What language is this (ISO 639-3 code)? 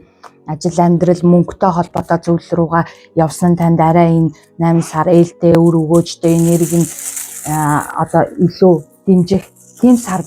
mon